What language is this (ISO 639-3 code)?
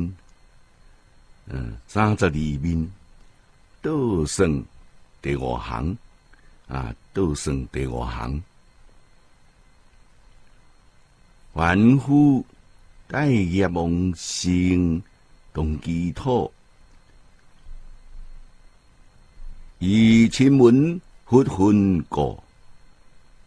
zho